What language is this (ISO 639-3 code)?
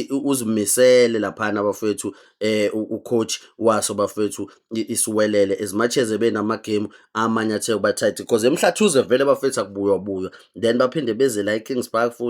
zul